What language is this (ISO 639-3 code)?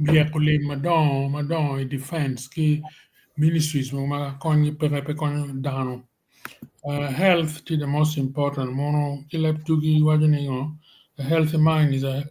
ach